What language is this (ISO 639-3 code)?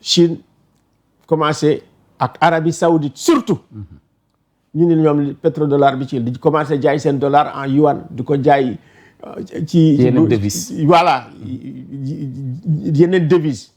wol